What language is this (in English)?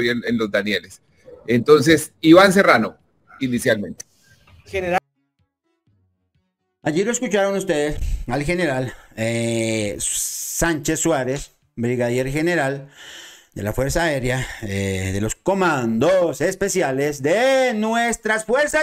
Spanish